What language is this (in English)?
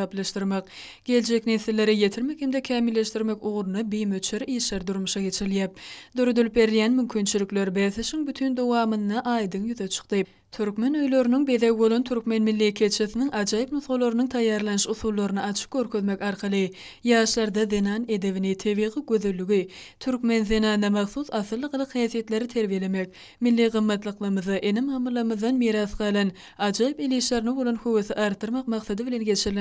Turkmen